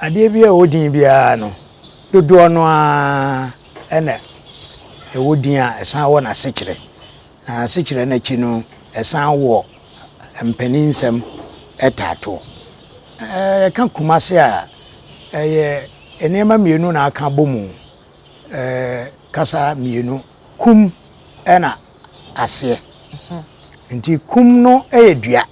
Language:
Akan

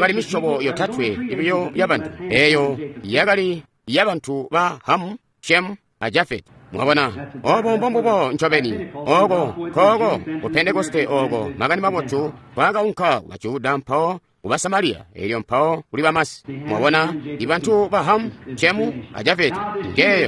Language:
Tonga (Zambia)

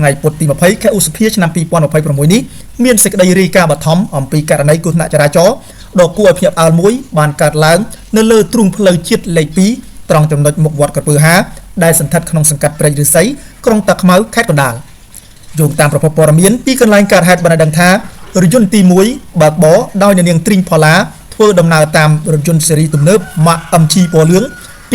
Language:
Khmer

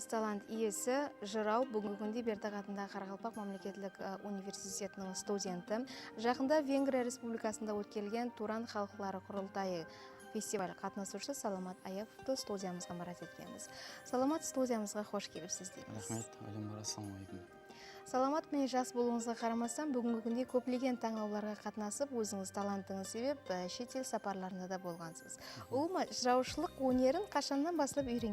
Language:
Kara-Kalpak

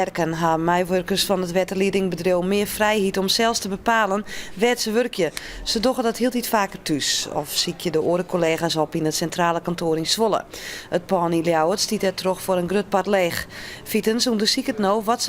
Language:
Western Frisian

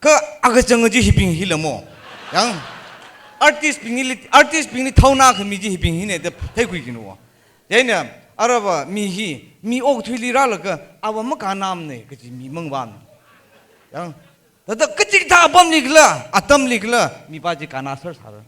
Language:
Tangkhul Naga (India)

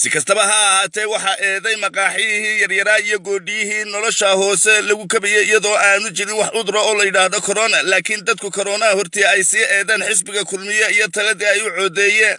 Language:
Somali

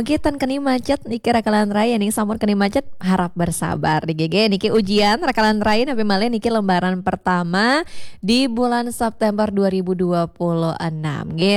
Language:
Balinese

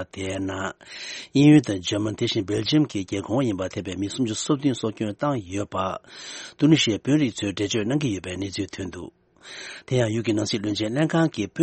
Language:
Tibetan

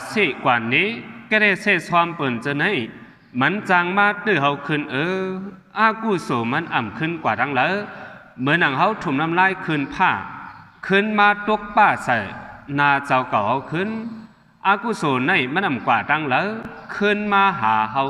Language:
Shan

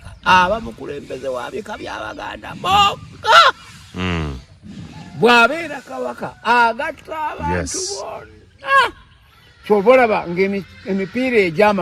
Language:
Ganda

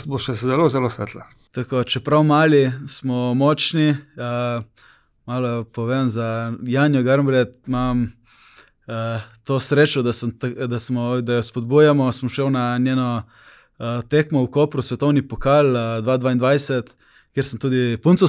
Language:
Slovenian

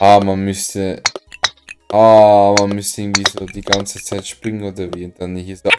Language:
Swiss German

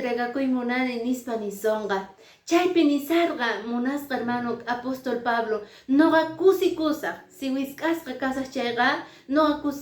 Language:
Quechua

